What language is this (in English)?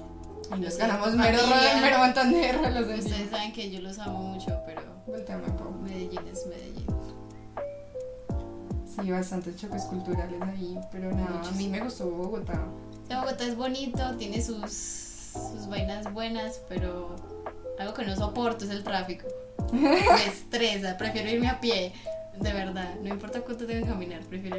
Spanish